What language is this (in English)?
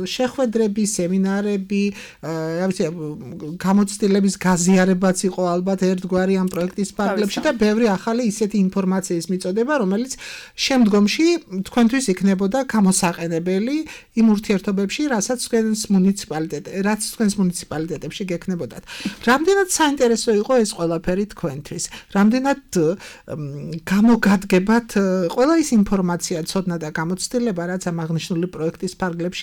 Georgian